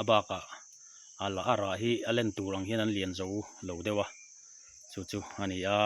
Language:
Mizo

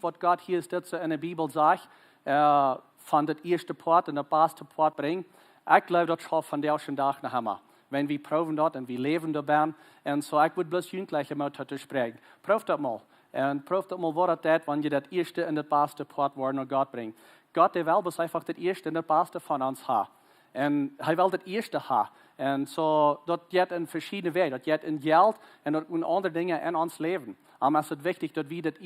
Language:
Plautdietsch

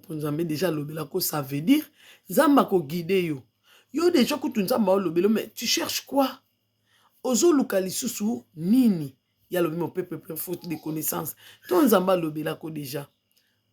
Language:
Lingala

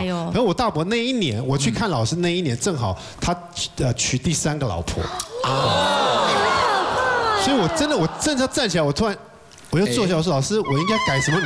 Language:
Chinese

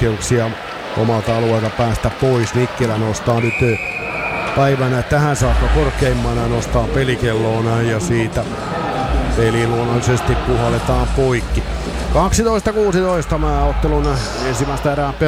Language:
Finnish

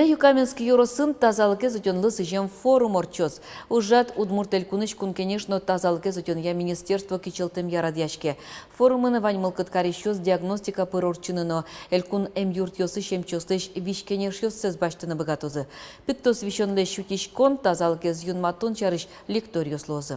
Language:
Udmurt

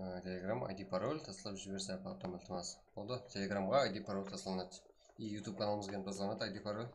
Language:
Kara-Kalpak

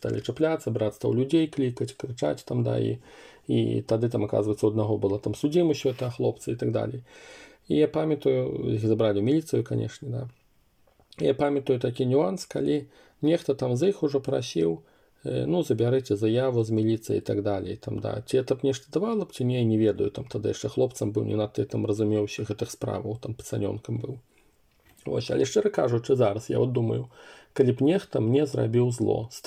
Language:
Belarusian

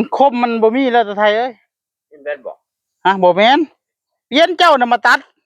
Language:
Northeastern Thai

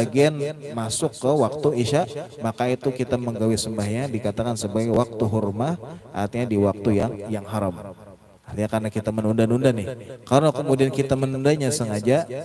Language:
Banjar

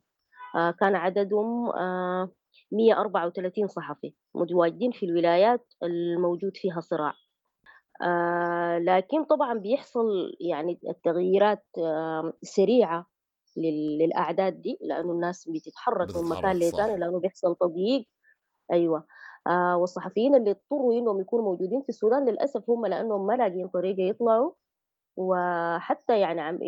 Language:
Sudanese Arabic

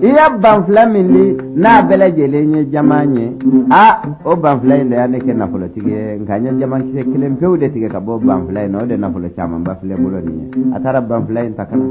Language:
Bambara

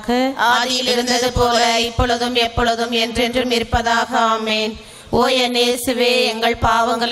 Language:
Tamil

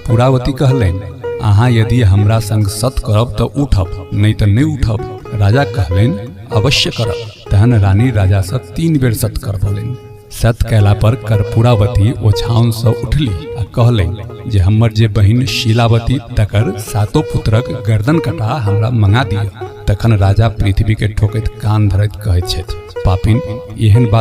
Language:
Maithili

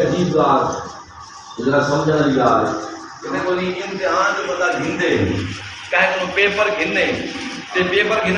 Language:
Saraiki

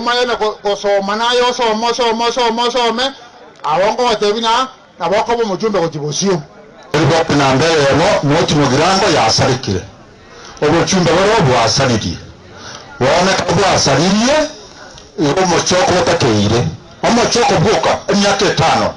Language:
Gusii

